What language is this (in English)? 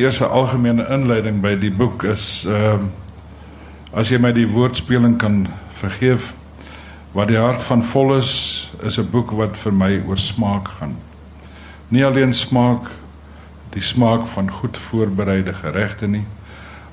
Afrikaans